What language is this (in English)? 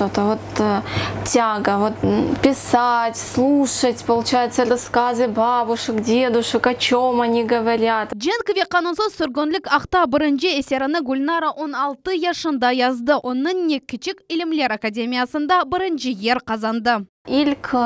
Crimean Tatar